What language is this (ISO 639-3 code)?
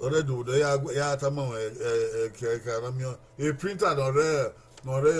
bin